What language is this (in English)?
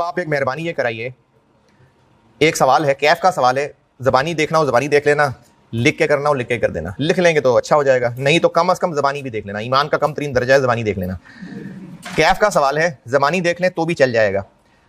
Hindi